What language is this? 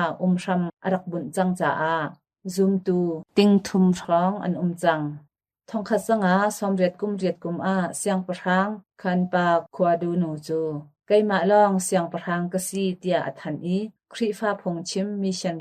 Hakha Chin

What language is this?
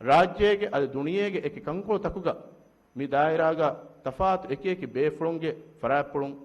Divehi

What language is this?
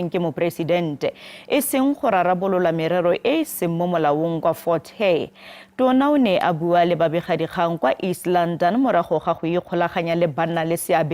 Tswana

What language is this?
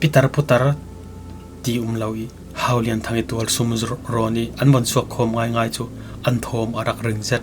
Falam Chin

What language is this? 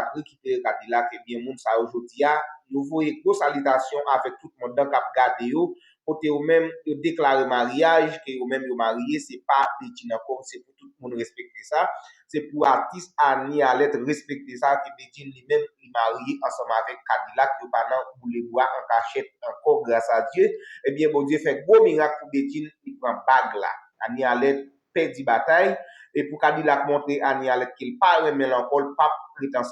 Haitian Creole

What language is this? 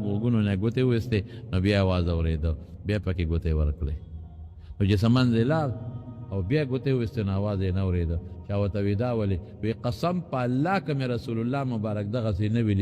Pashto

